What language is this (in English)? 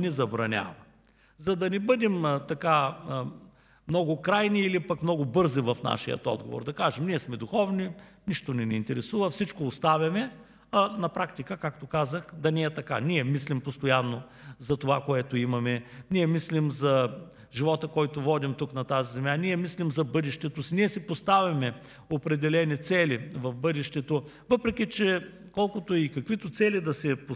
Bulgarian